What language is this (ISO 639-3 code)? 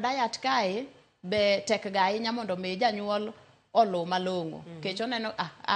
luo